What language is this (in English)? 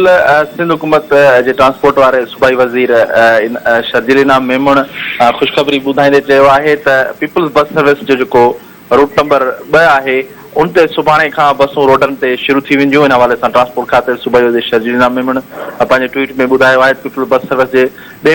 Sindhi